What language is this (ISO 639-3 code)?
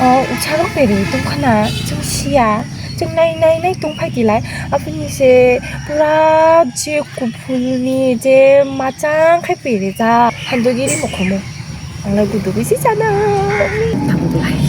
trp